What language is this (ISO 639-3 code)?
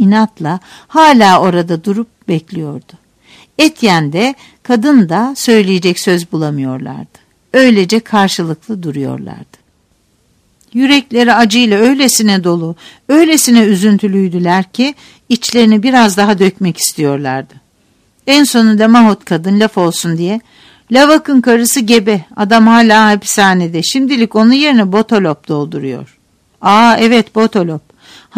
tur